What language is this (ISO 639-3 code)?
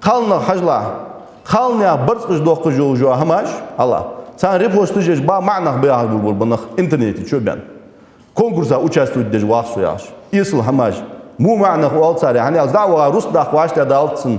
inh